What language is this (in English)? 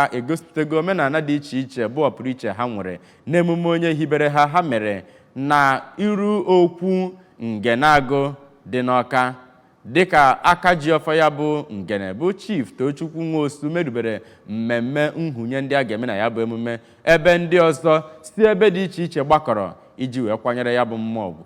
Igbo